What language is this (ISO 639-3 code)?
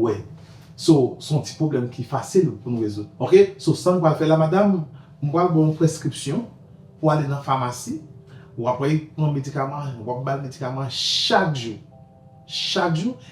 hat